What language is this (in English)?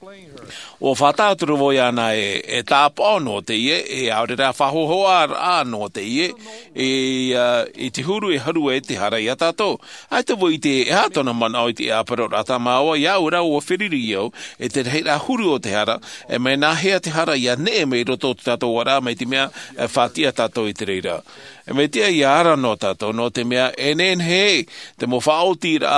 Tahitian